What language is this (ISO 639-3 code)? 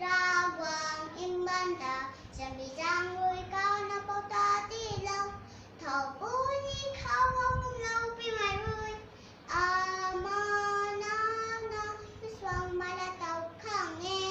nbu